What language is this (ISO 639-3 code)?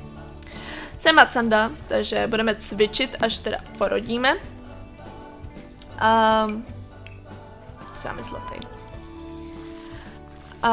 ces